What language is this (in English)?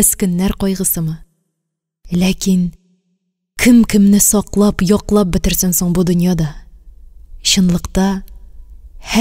Tatar